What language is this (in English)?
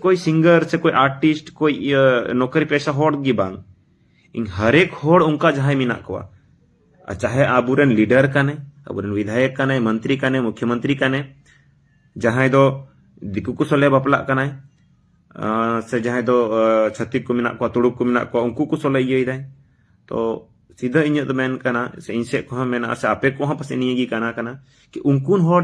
Santali